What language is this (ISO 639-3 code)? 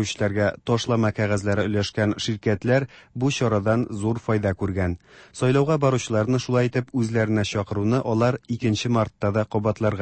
tat